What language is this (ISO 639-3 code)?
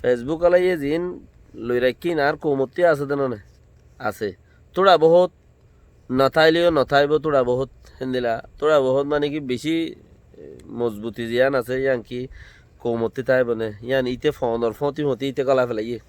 rhg